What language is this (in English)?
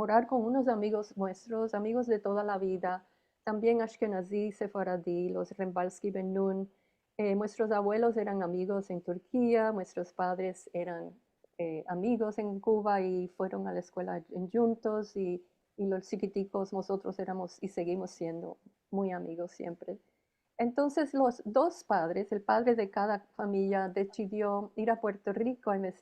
Ladino